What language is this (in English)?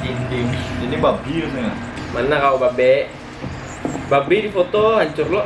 Banjar